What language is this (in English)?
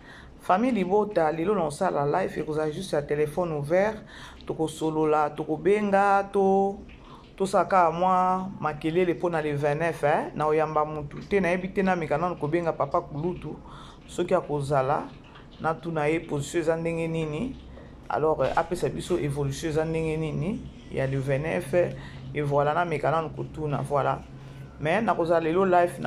Lingala